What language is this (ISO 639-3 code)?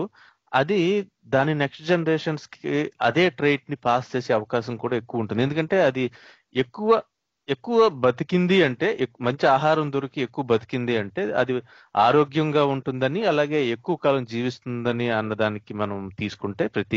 tel